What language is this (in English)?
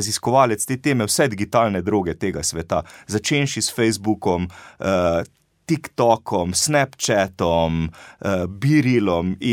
Slovenian